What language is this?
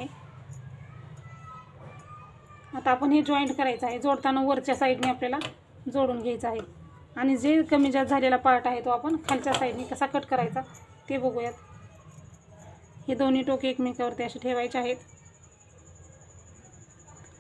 Marathi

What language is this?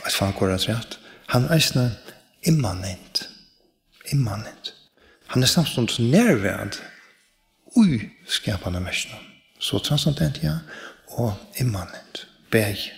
Faroese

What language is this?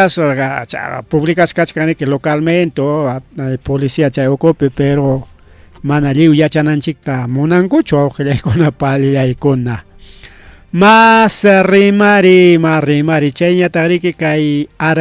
Ayacucho Quechua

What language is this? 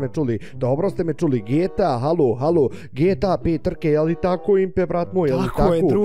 Bosnian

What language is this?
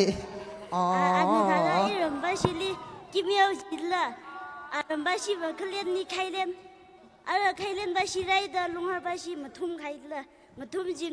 Tangkhul Naga (India)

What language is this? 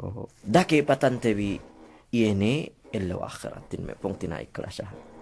Yakan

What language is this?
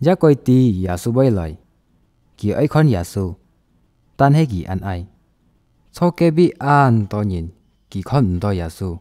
Hakka Chinese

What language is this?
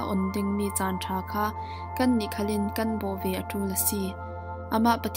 Falam Chin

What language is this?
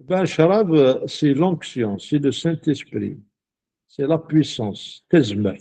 Kabyle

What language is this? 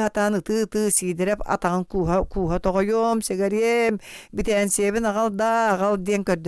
Yakut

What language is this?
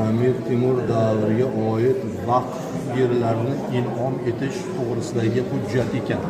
Uzbek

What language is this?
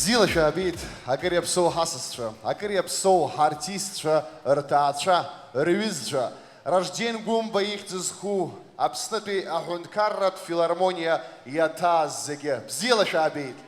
Abkhazian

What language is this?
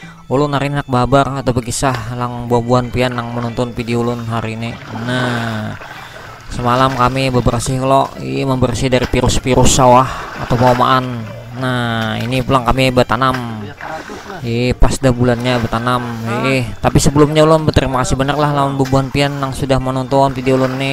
Banjar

